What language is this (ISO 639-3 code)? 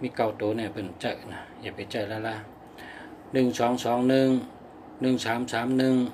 shn